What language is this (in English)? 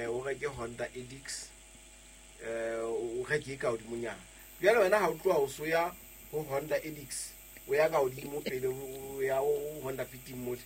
Southern Sotho